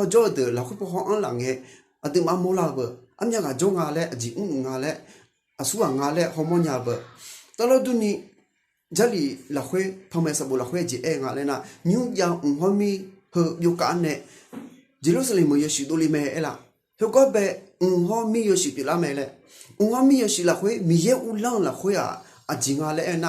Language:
Akha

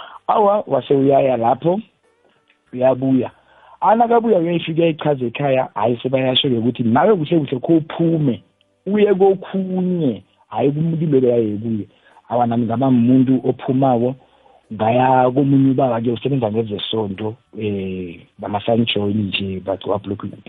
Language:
South Ndebele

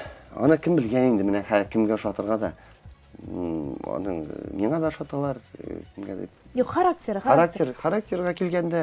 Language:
Tatar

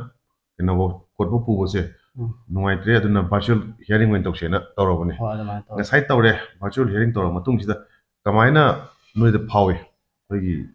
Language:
Manipuri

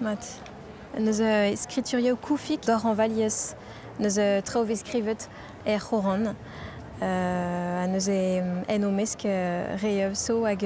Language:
Breton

